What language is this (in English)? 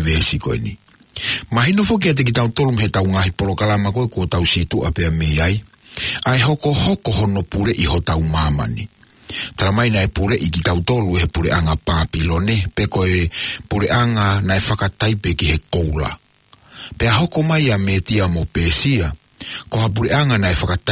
Tongan